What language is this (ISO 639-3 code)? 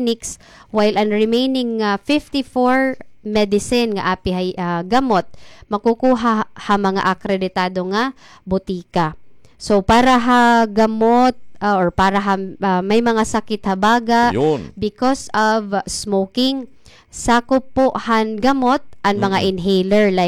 war